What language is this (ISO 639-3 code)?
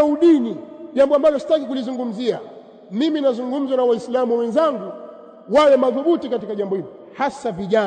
swa